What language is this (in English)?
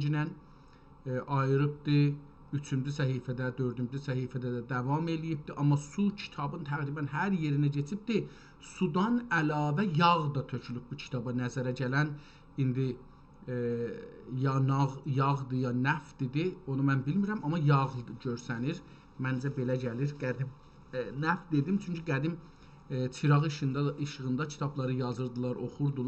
South Azerbaijani